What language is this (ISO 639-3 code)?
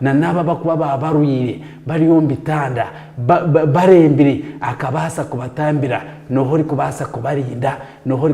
nyn